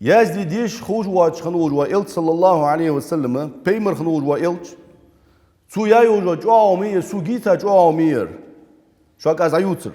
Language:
Ingush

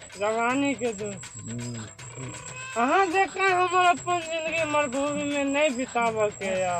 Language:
Maithili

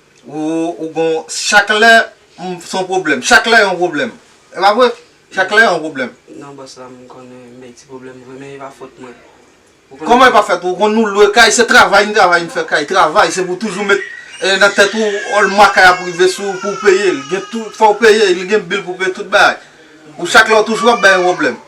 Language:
Haitian Creole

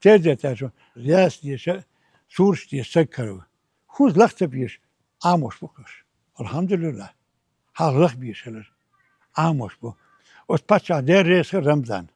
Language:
Chechen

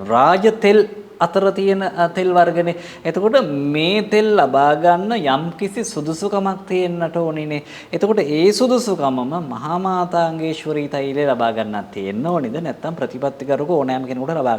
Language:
Sinhala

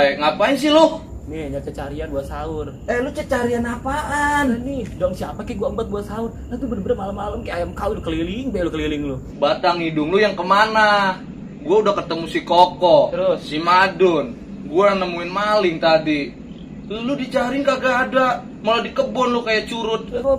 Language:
Betawi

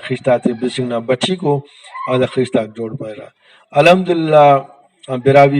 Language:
Brahui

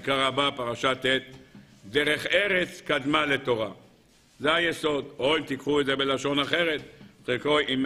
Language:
Hebrew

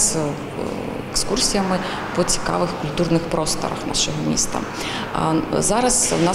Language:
Ukrainian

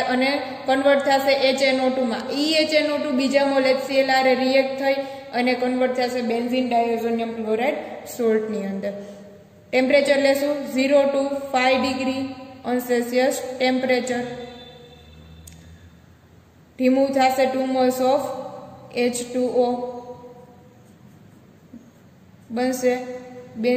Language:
Gujarati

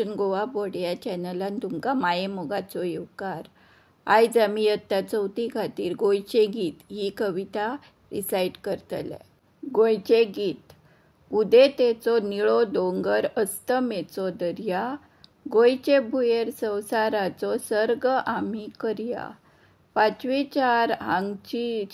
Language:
Konkani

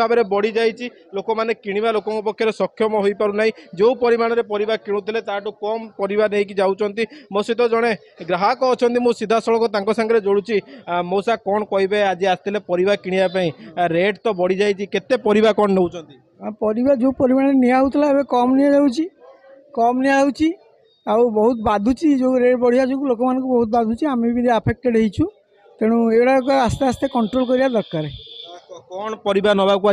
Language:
Odia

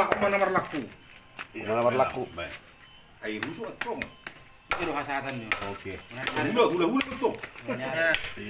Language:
Batak Toba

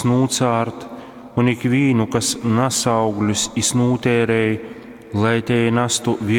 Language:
Latgalian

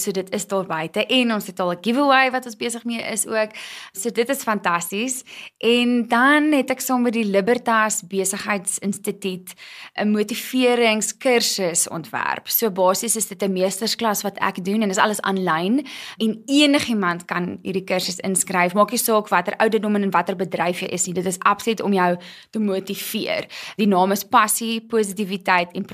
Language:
Afrikaans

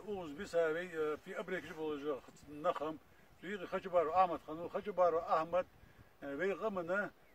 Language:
Ingush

